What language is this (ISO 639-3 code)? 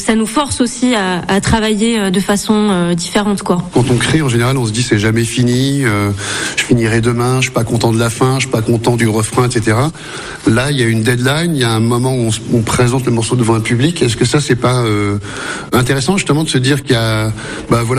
fra